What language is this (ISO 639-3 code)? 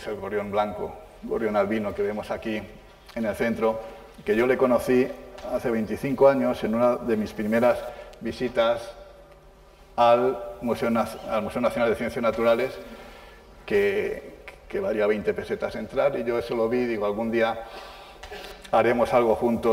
spa